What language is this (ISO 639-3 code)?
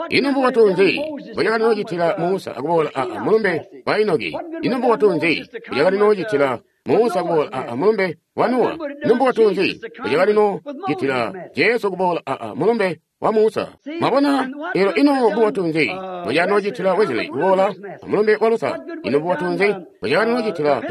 toi